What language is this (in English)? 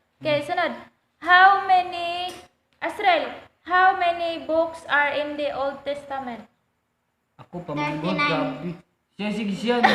Cebuano